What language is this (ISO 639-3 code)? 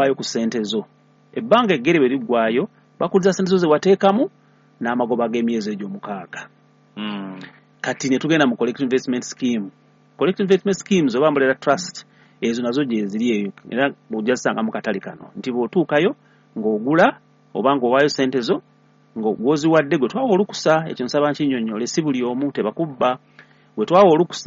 lug